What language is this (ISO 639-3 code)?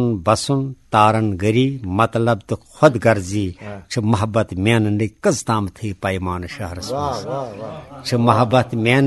kas